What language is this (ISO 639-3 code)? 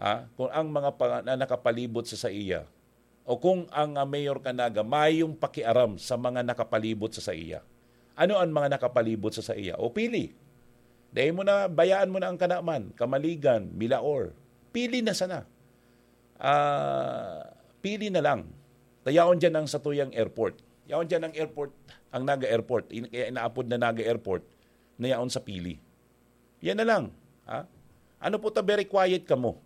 bik